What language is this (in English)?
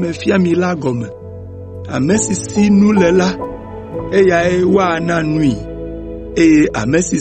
Ewe